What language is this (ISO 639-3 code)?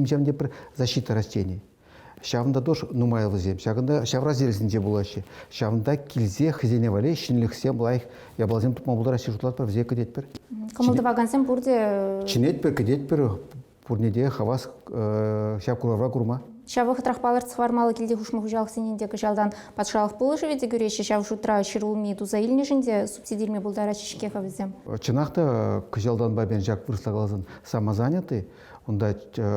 chv